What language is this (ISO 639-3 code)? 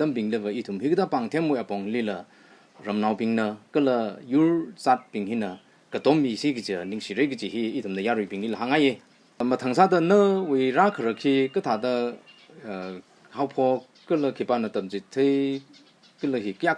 nmf